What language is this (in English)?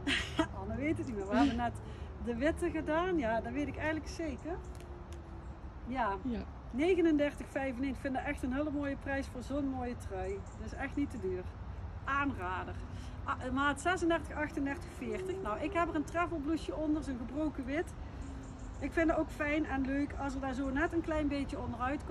Dutch